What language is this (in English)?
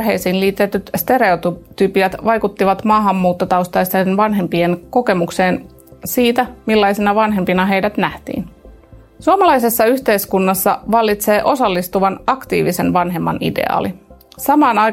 Finnish